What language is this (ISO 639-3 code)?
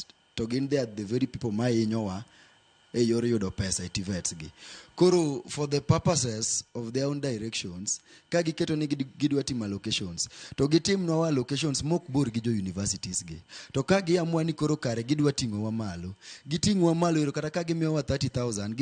luo